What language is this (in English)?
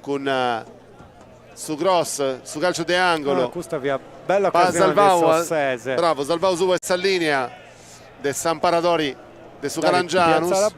Sardinian